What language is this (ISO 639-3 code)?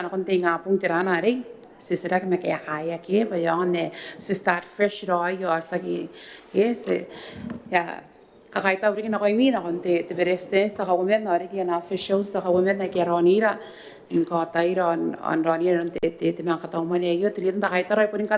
gil